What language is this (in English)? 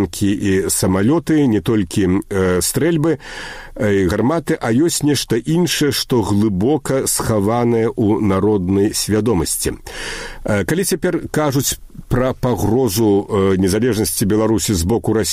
Belarusian